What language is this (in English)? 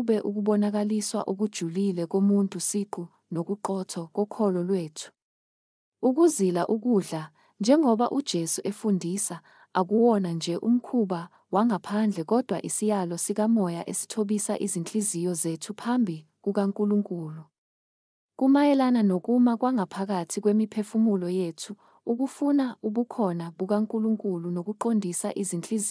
Zulu